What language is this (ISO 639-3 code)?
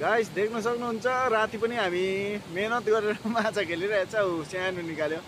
nep